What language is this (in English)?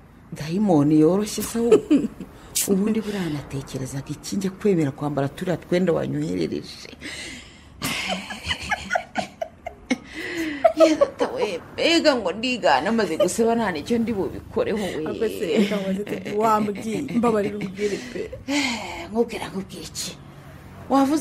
Kinyarwanda